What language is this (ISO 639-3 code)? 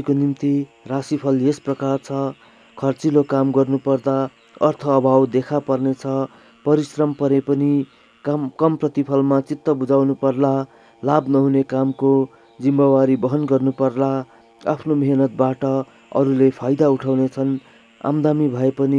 nep